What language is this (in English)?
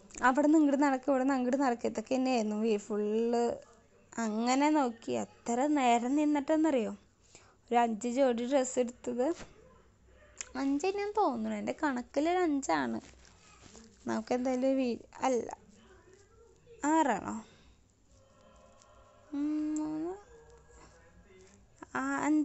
Malayalam